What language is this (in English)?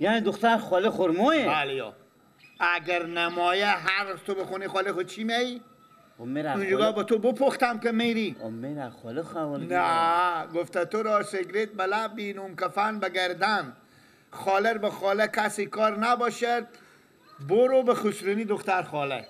Persian